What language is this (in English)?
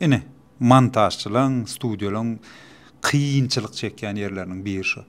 Turkmen